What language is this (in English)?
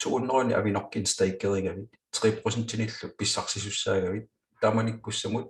Kalaallisut